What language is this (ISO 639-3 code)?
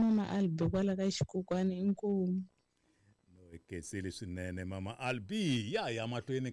tso